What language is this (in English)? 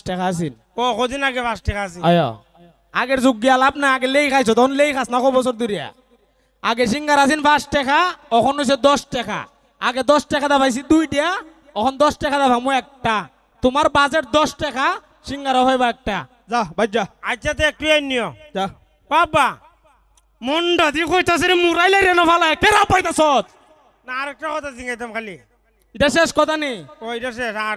Sylheti